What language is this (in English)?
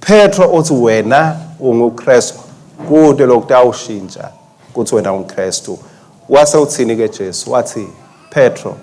Swati